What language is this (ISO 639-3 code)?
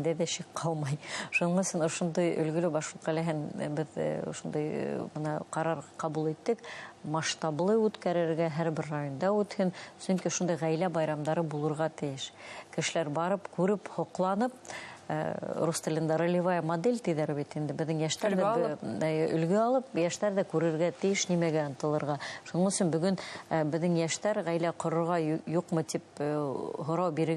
bak